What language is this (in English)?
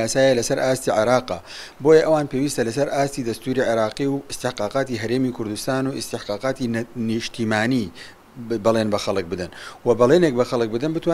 Central Kurdish